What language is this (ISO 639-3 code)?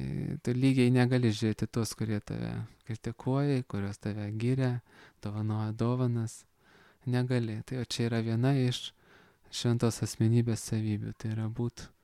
lit